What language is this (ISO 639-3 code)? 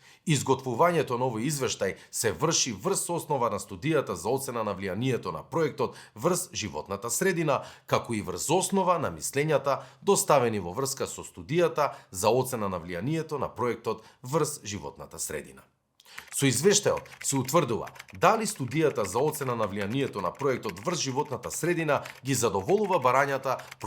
mkd